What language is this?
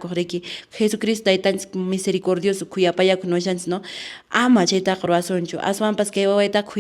Quechua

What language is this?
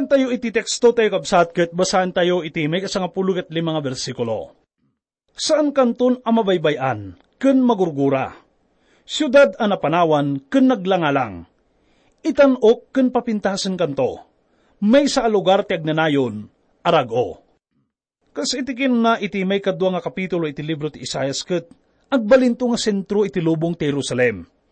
Iloko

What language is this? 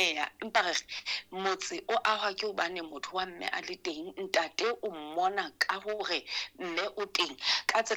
Southern Sotho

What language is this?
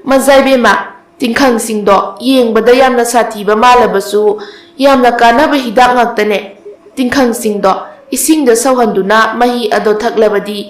Manipuri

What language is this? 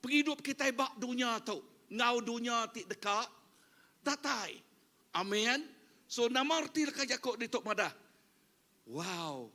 Iban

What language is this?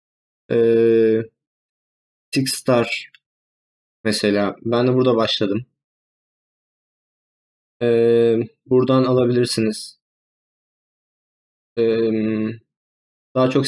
Turkish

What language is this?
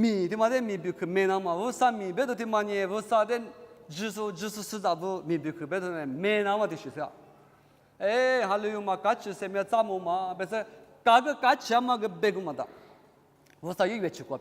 Lisu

